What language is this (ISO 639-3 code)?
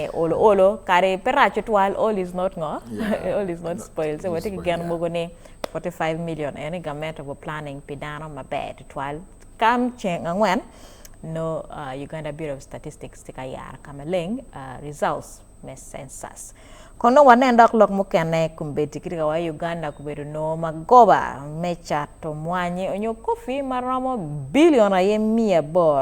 ach